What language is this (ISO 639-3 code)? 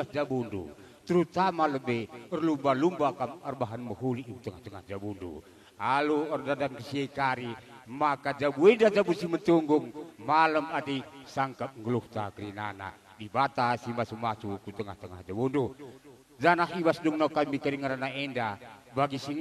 btx